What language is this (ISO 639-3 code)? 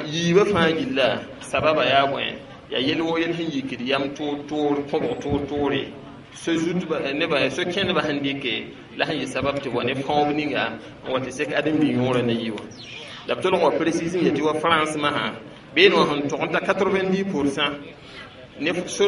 mos